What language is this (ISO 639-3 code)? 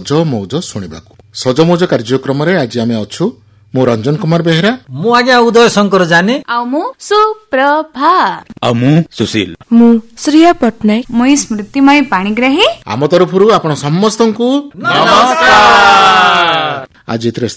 ori